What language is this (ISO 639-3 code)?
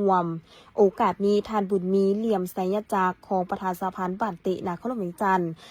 lao